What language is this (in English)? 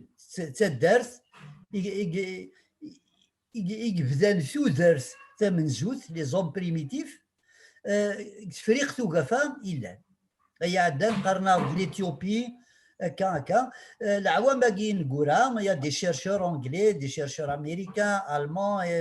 Kabyle